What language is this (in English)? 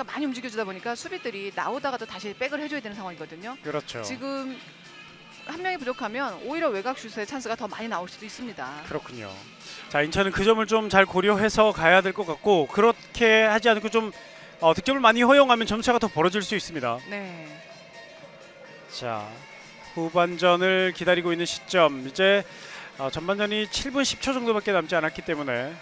Korean